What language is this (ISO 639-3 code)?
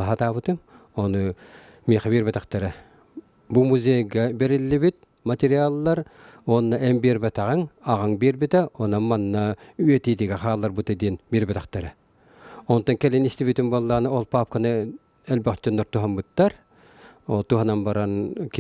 sah